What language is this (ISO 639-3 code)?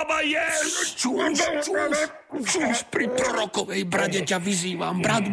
slk